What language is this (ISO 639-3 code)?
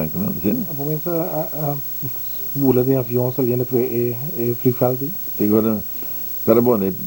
pap